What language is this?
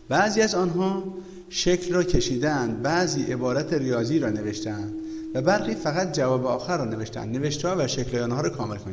Persian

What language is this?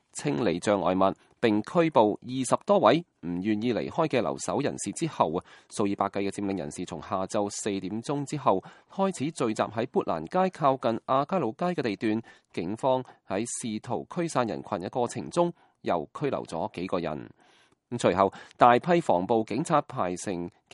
Cantonese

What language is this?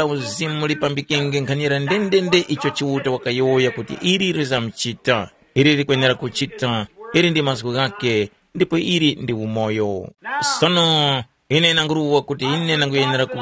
Tumbuka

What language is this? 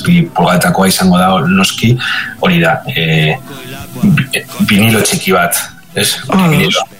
Basque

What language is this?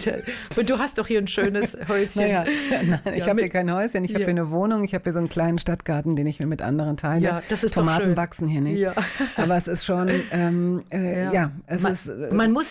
German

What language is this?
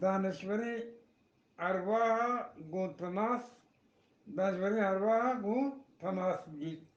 Eastern Balochi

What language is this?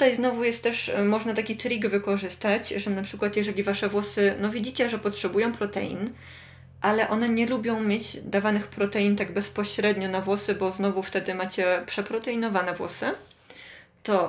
Polish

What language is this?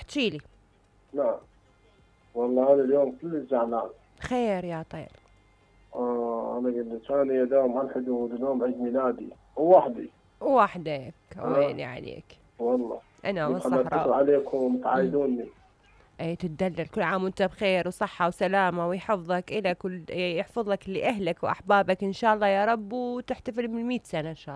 Mesopotamian Arabic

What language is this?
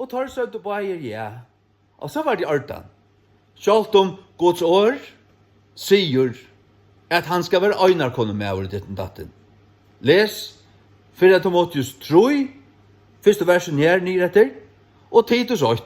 Faroese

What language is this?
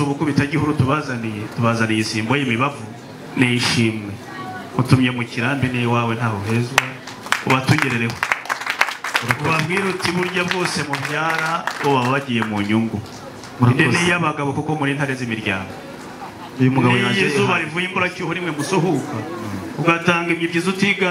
Kinyarwanda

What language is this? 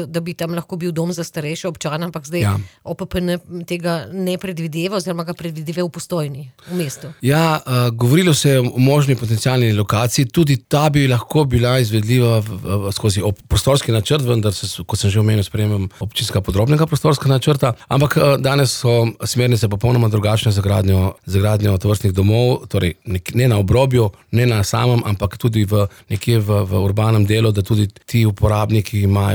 Slovenian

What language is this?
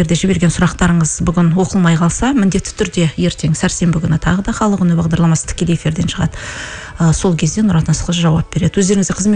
Kazakh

